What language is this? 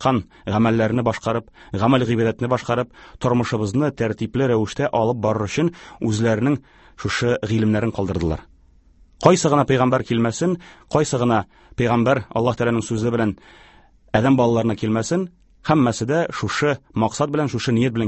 Tatar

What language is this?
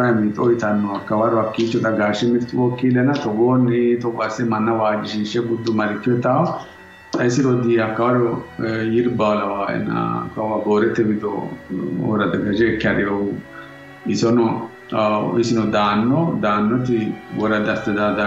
Sidamo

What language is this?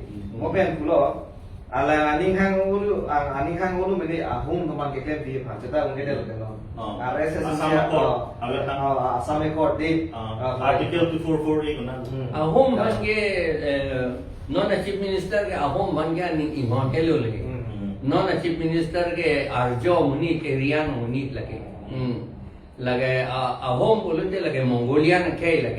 Karbi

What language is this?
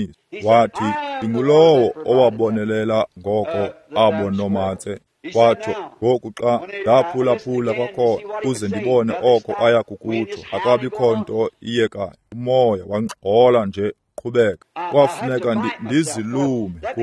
Xhosa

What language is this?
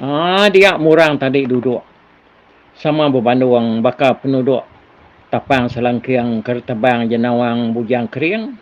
Iban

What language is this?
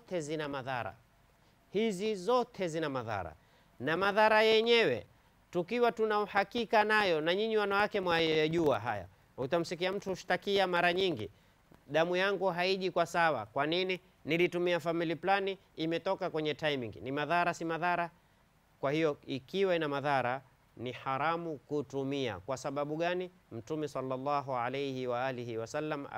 Swahili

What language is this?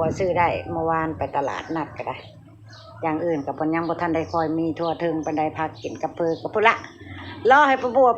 Northeastern Thai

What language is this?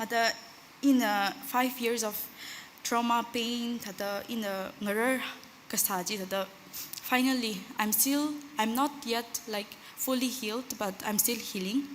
Tangkhul Naga (India)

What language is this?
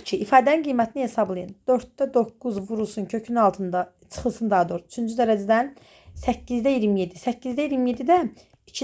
Azerbaijani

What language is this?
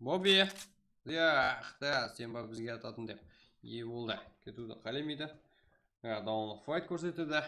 Kara-Kalpak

